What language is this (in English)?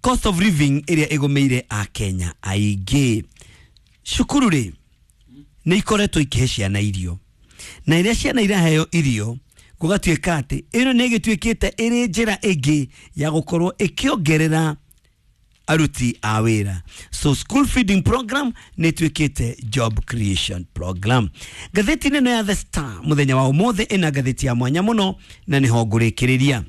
Kikuyu